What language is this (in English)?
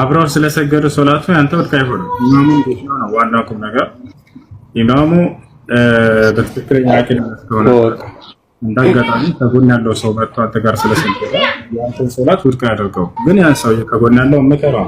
Amharic